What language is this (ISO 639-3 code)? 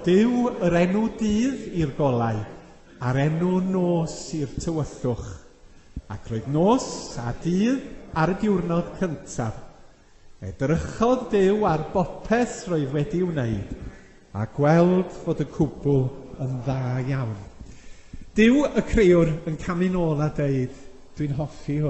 cym